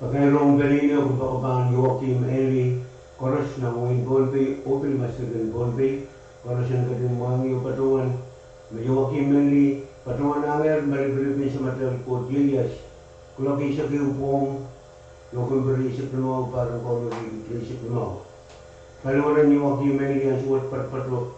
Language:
Pohnpeian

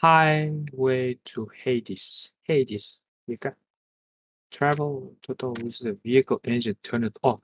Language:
Kara-Kalpak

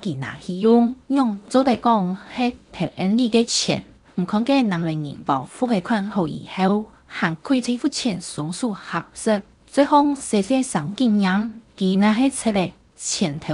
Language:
Hakka Chinese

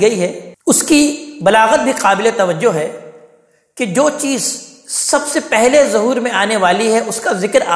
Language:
Urdu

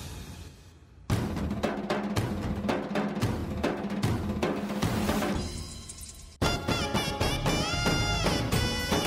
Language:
Kannada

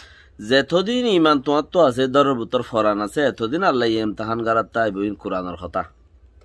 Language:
Rohingya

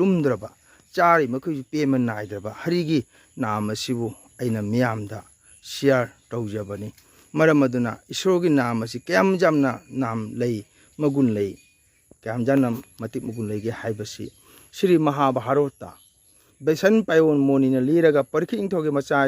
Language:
Manipuri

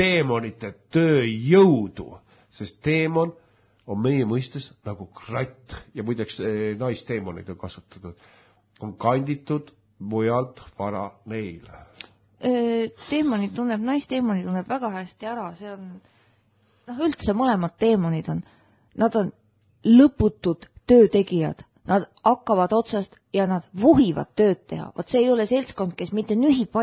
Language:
Estonian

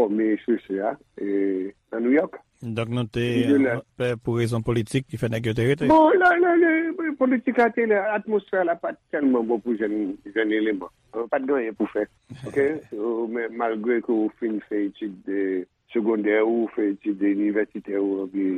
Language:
Haitian Creole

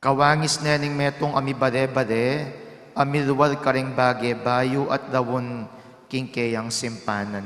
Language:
Pampanga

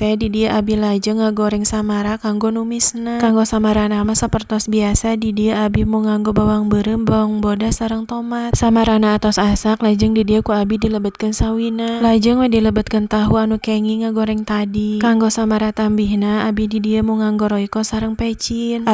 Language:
Sundanese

